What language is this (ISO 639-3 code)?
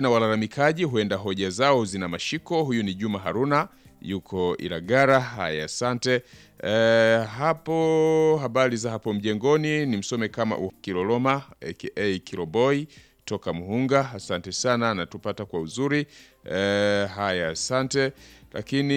swa